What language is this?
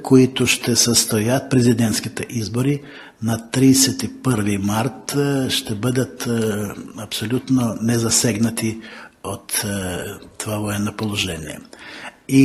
Bulgarian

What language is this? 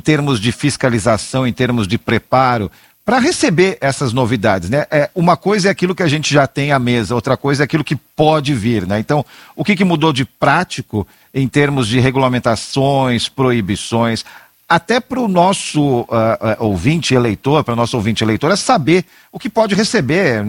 Portuguese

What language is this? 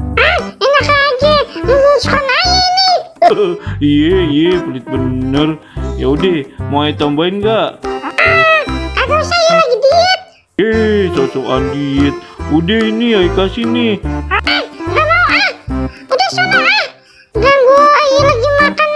Betawi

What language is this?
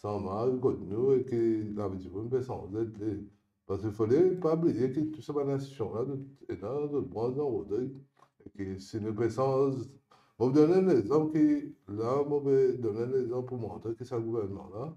Morisyen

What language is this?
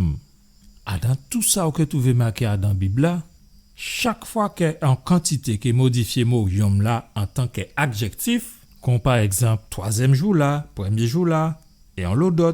Guadeloupean Creole French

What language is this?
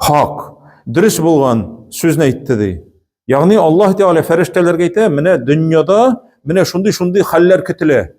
Tatar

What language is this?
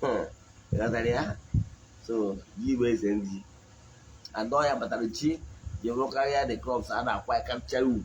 Igbo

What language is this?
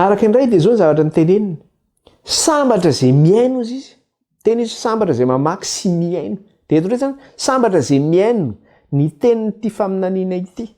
Malagasy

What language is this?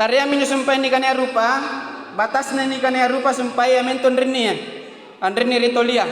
Makasar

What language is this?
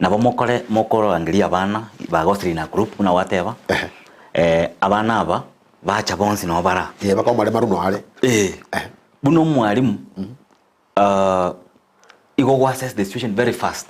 Gusii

